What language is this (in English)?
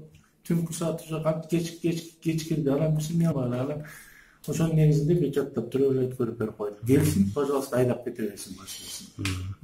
Kyrgyz